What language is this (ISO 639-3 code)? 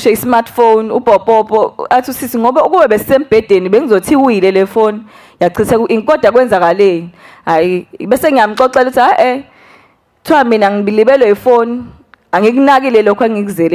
zul